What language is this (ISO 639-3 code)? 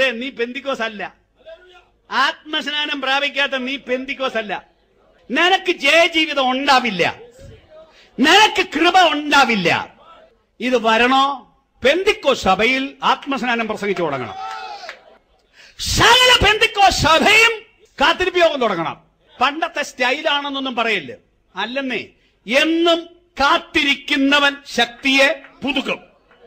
mal